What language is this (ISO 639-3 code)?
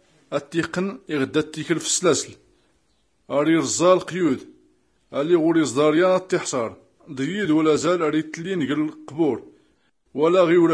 shi